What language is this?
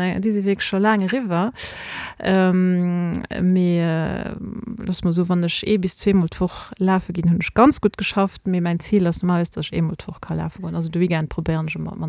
Luxembourgish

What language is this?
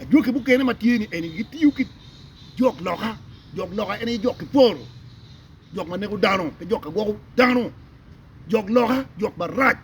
Acoli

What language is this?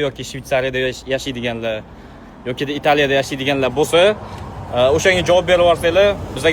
Uzbek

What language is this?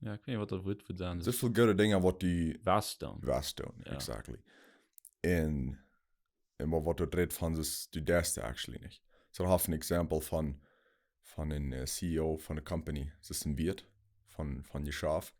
Plautdietsch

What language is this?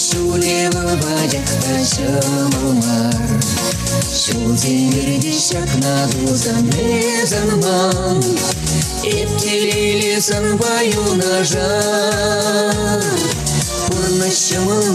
Chuvash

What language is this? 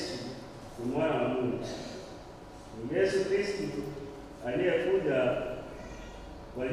Swahili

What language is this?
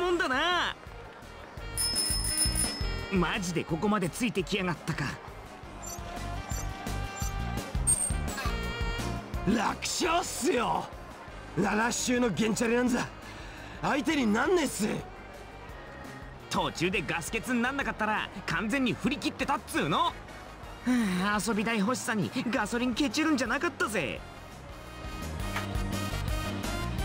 Japanese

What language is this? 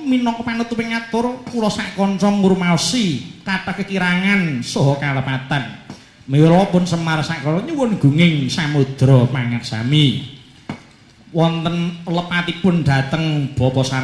Javanese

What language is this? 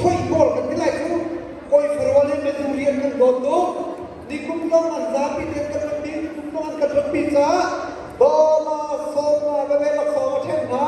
Hakha Chin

